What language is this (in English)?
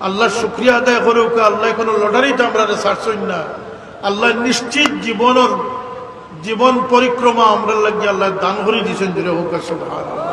Sylheti